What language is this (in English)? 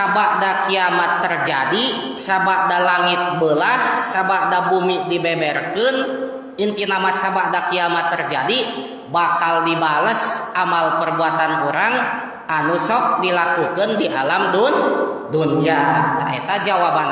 Sundanese